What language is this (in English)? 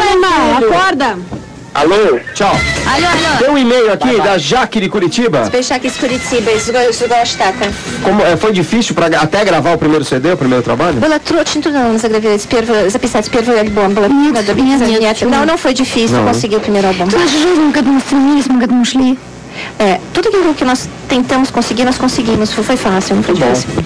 Portuguese